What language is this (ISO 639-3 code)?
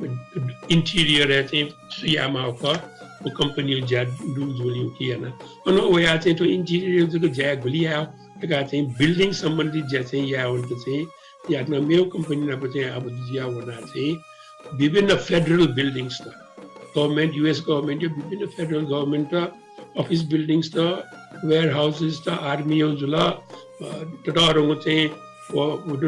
new